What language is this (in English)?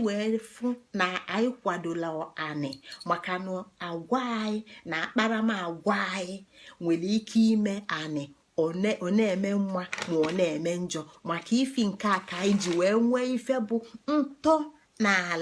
Igbo